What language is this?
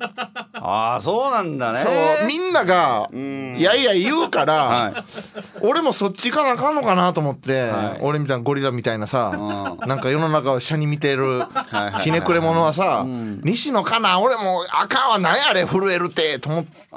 Japanese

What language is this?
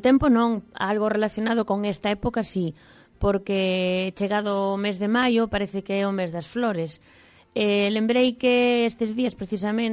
Galician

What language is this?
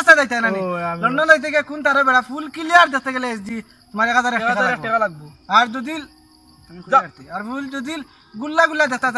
Sylheti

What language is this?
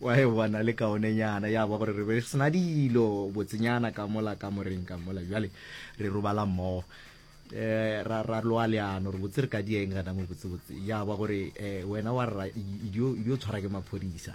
Northern Sotho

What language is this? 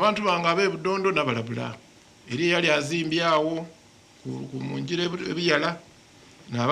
Soga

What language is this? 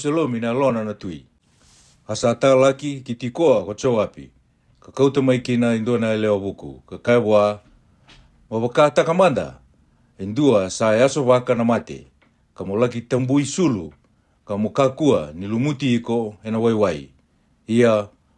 Fijian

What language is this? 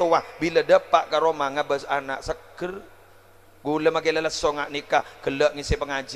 Madurese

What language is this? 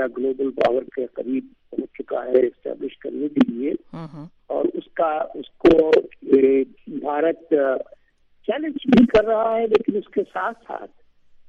Urdu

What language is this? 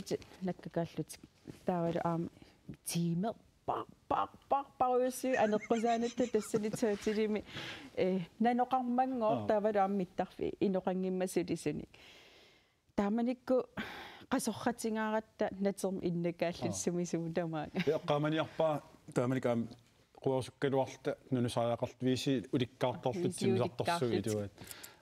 Kalaallisut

